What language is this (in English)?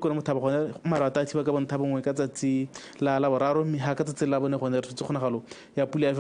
Tswana